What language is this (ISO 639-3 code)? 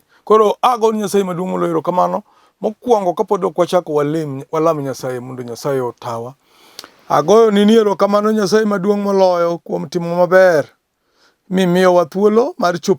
luo